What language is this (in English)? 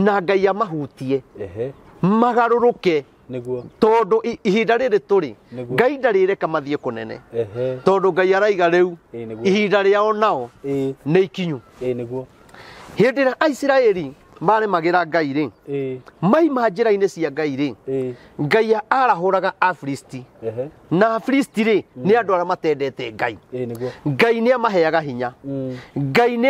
Kikuyu